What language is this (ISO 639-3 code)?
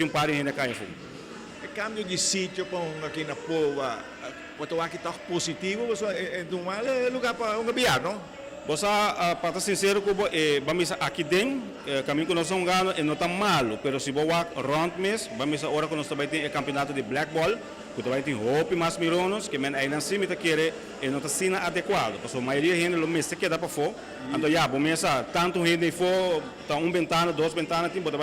pap